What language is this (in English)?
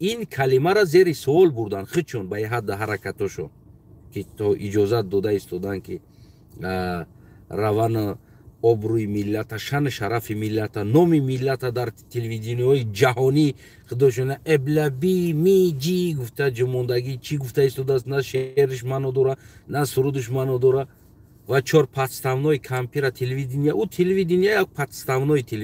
Tajik